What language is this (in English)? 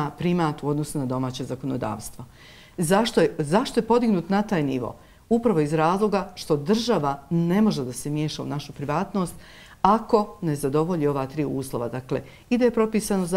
Bosnian